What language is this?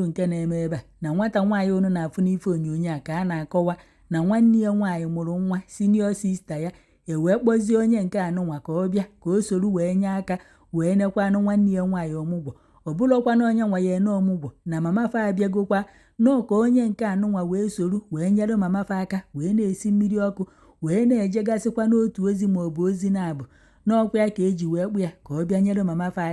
Igbo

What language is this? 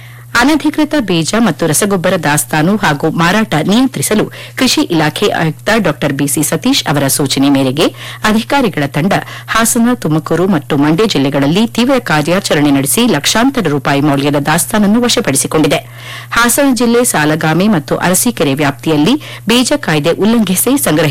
Kannada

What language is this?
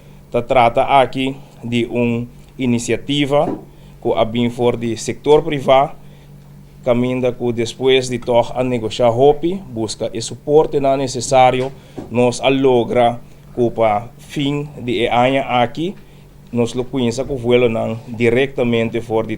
Papiamento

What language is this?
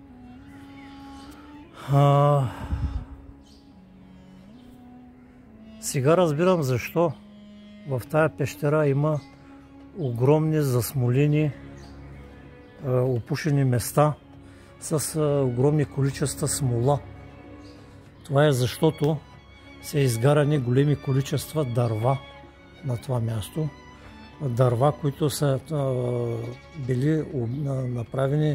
Bulgarian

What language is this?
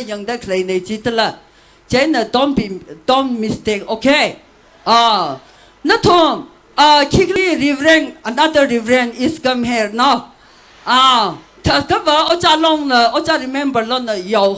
Tangkhul Naga (India)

